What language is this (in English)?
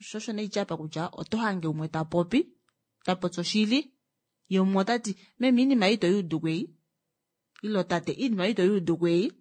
Kuanyama